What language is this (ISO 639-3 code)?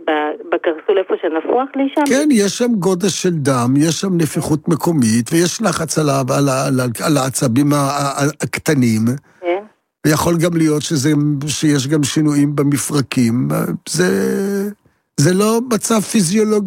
heb